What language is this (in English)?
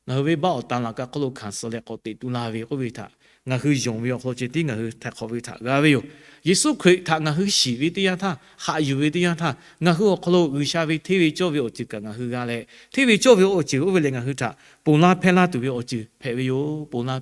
Lahu